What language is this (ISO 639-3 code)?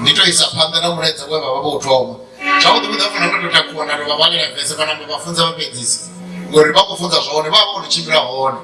ven